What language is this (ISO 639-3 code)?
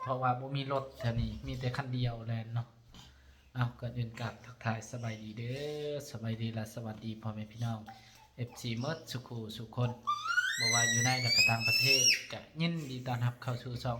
lao